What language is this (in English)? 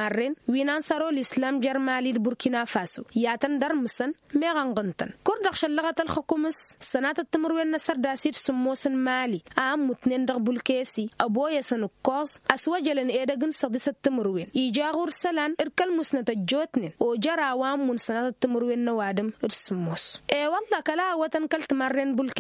Tamasheq